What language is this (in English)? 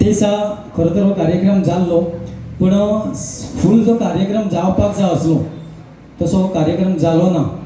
Konkani